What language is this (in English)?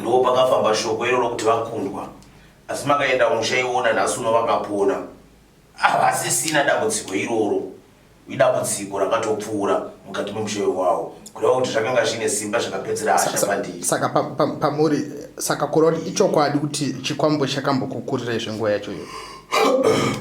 Shona